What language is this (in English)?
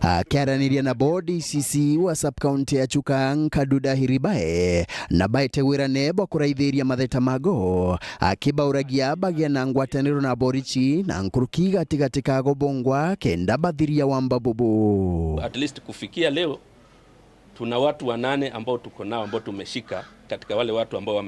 Meru